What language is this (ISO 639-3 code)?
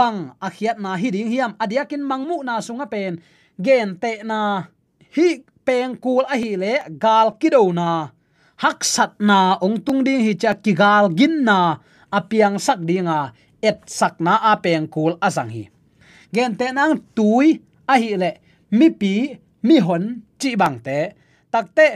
ctd